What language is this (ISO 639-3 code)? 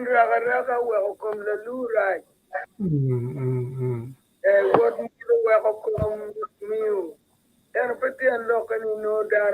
ach